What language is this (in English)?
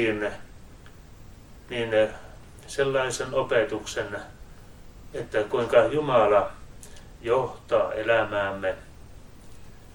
Finnish